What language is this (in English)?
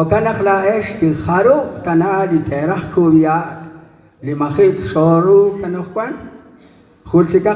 Kekchí